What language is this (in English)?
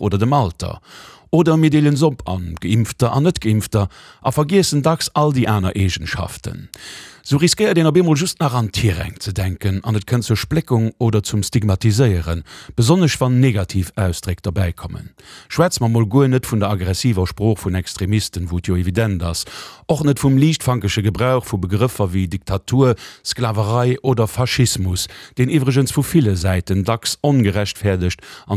Luxembourgish